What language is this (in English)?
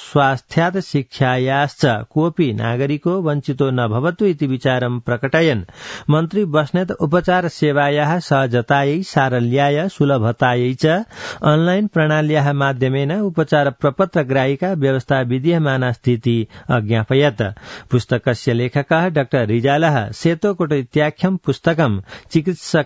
Sanskrit